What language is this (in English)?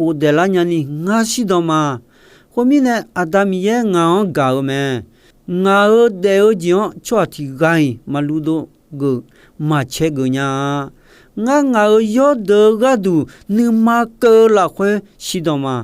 Akha